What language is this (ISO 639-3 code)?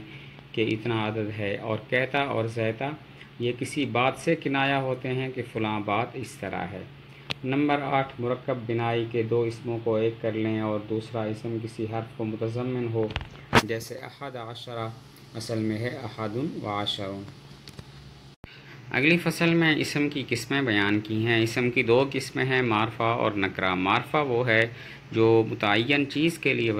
urd